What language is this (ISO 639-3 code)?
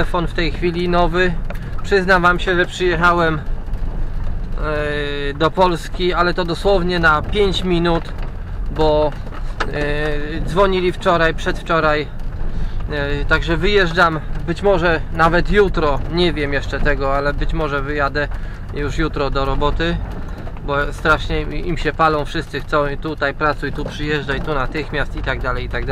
pol